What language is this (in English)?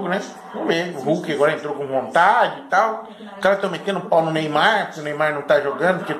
Portuguese